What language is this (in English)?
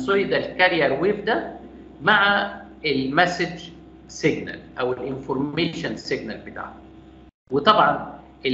Egyptian Arabic